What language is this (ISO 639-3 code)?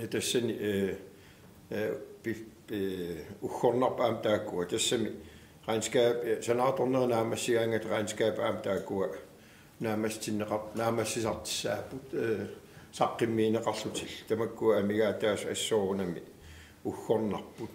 kal